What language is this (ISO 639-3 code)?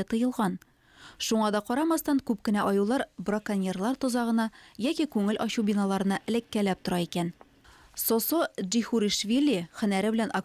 tat